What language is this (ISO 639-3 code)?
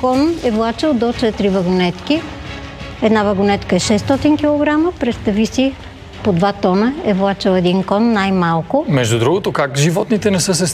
bul